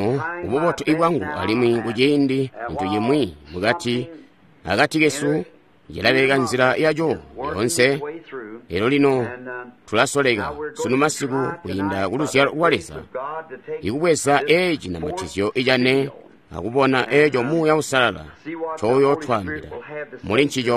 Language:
Tonga (Zambia)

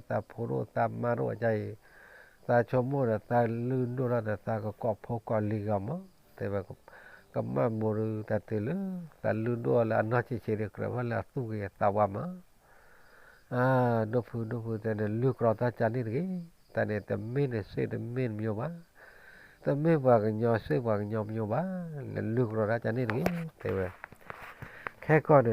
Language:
S'gaw Karen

